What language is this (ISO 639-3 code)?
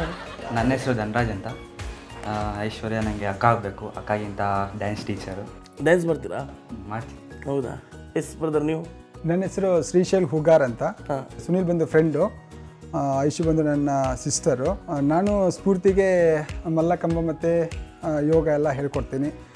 kan